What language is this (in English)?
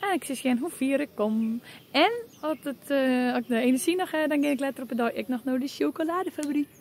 Western Frisian